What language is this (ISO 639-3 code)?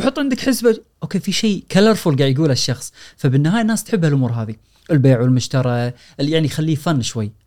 afb